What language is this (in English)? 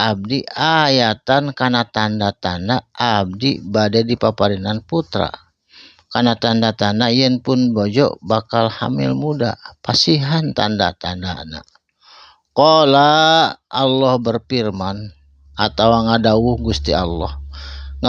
Sundanese